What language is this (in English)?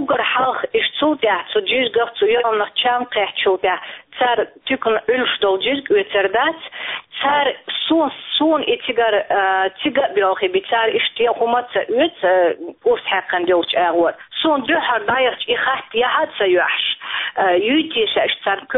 Chechen